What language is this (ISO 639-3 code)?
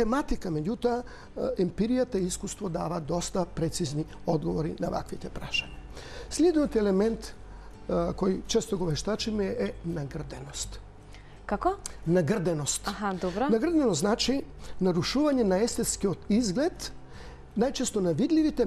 mkd